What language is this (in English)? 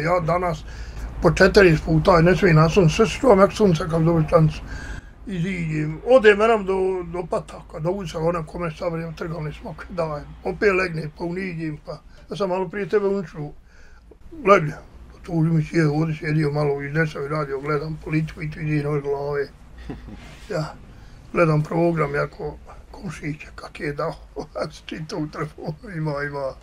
Bosnian